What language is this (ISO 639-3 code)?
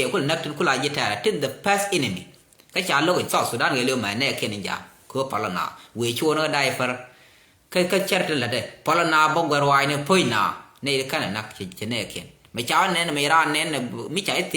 nus